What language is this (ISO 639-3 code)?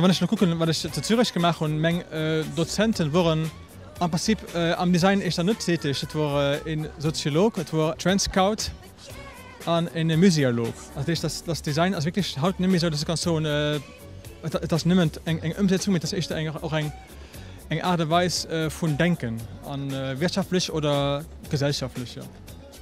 ltz